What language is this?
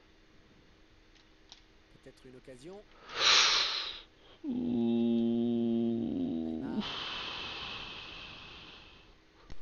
French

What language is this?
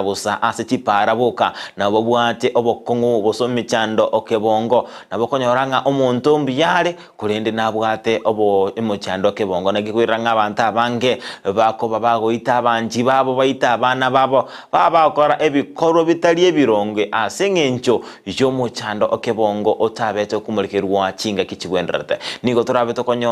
Gusii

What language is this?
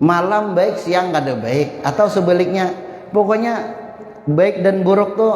Banjar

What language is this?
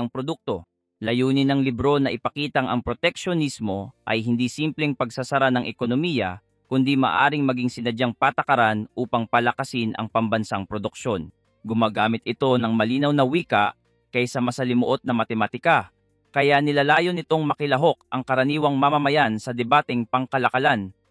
Filipino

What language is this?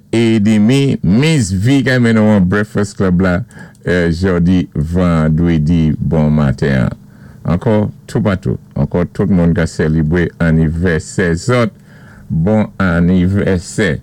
Saint Lucian Creole French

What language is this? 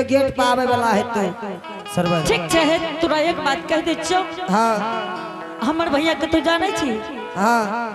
Angika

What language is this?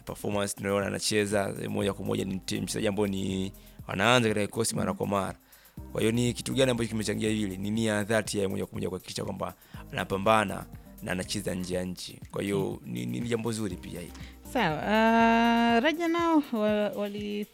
Swahili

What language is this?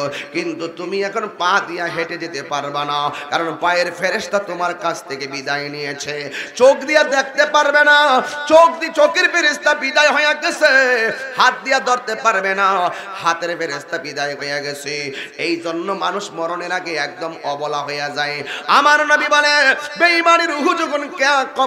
Bangla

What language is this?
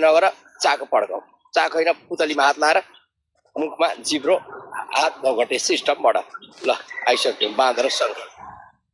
Nepali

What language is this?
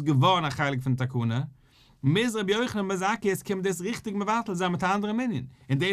Yiddish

